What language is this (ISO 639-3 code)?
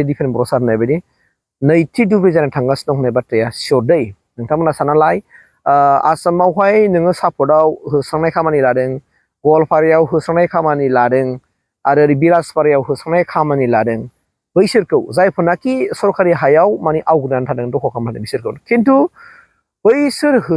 brx